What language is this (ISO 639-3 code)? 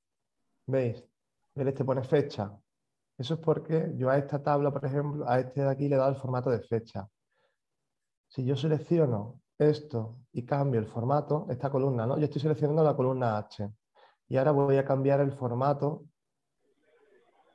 spa